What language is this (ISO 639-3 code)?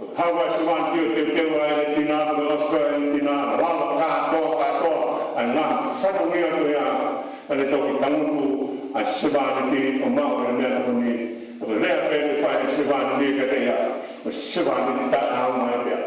ton